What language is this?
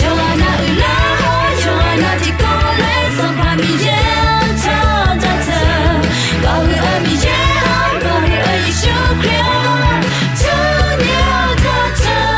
Akha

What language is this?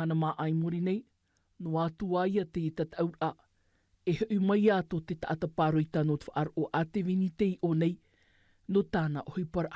Tahitian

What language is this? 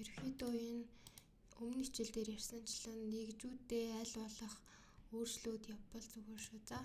Mongolian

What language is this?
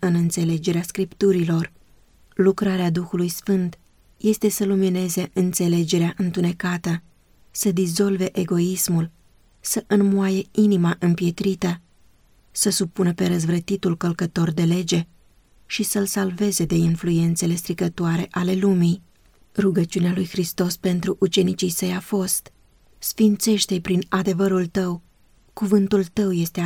Romanian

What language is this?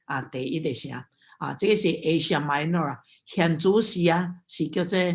Min Nan Chinese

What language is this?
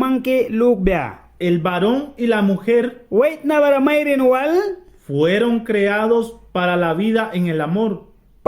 Mískito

